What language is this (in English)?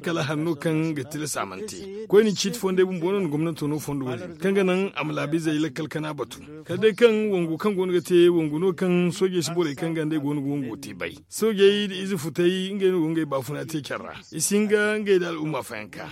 Zarma